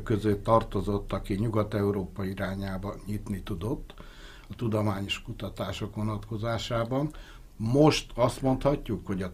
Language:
Hungarian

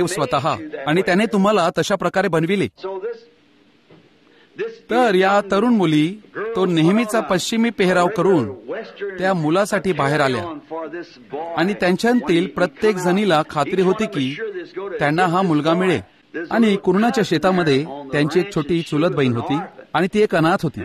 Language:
Marathi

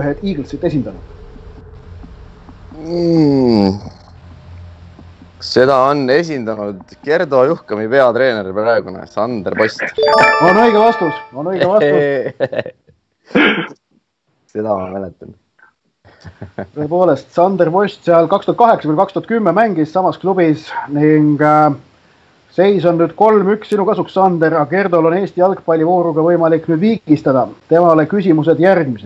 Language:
Estonian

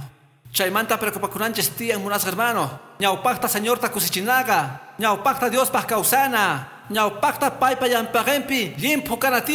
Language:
Quechua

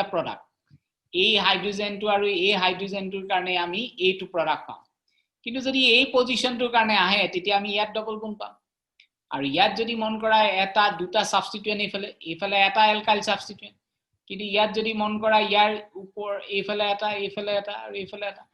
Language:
Assamese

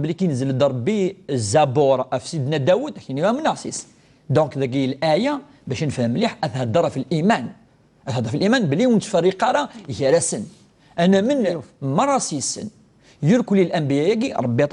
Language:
Kabyle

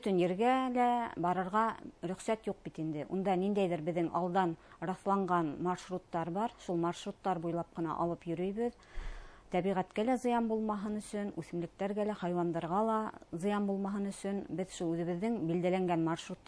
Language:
Bashkir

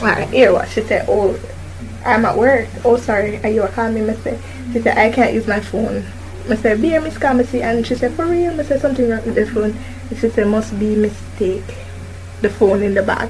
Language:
Jamaican Creole English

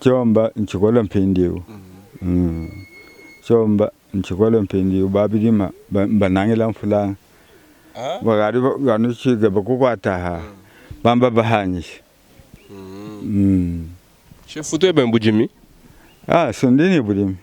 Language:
Luba-Lulua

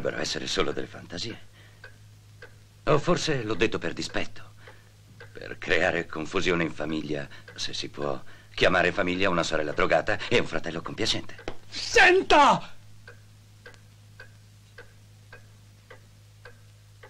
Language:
Italian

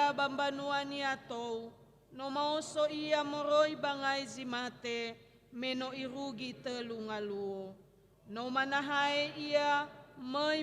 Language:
Nias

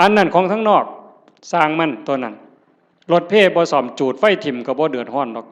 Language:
Northeastern Thai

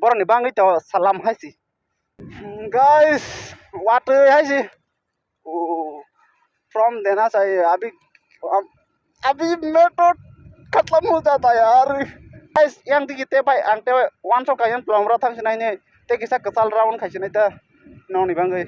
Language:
Kok Borok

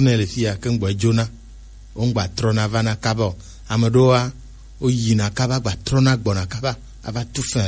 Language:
Gen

